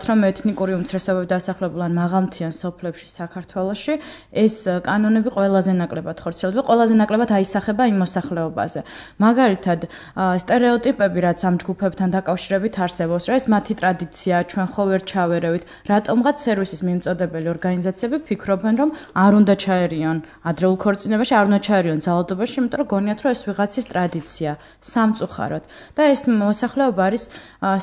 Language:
Georgian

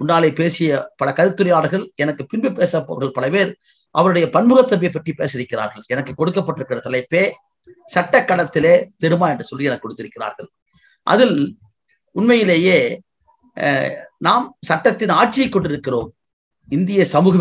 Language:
Tamil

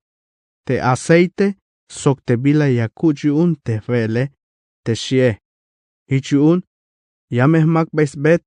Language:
Tzeltal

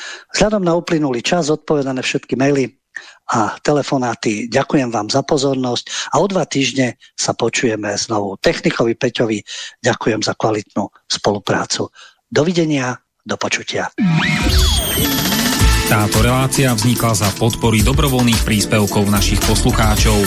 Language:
Slovak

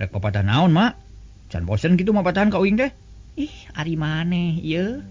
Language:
Sundanese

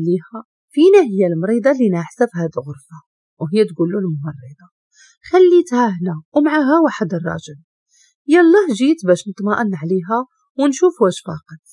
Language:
Moroccan Arabic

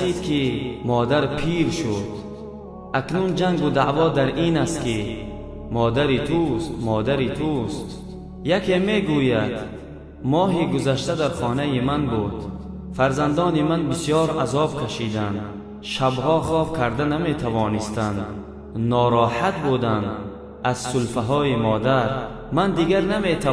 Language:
Tajik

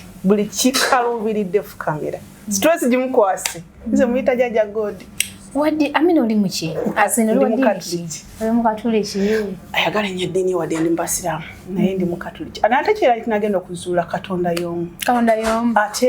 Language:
Ganda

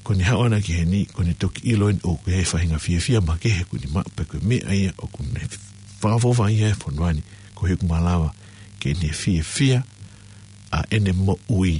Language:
Tongan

